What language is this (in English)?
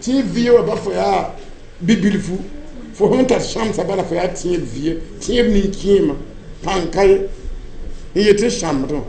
Mossi